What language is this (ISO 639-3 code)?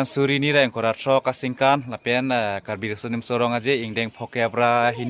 mjw